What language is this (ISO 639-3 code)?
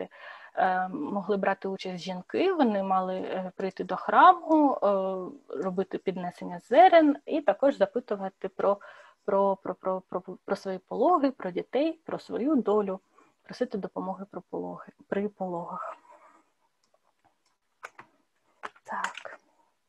ukr